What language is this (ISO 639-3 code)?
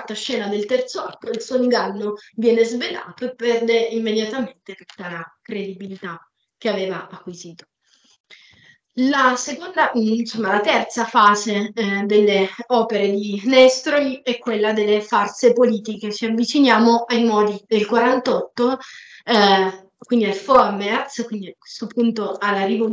ita